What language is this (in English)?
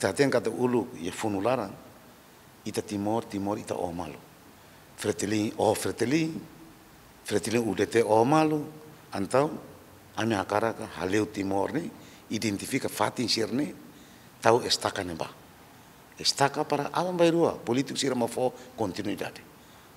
Tetum